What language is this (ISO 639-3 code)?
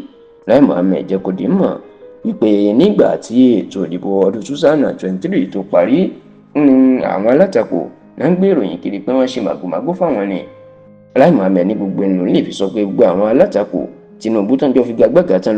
yor